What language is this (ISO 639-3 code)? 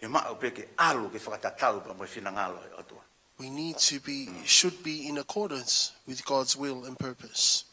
ton